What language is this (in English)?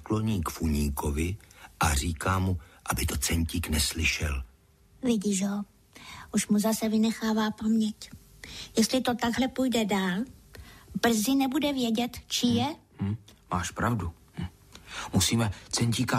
Czech